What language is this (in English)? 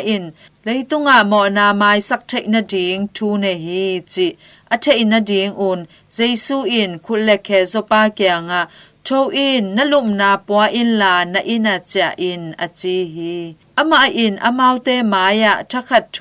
Tedim Chin